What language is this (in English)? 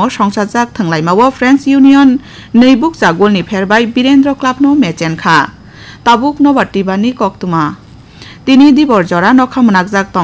Kok Borok